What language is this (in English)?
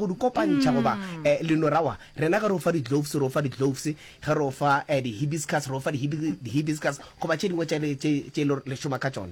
Northern Sotho